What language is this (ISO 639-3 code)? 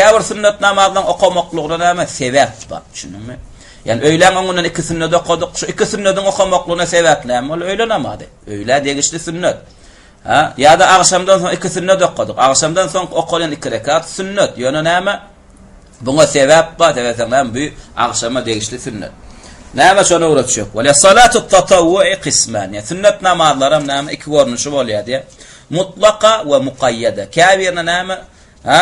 tuk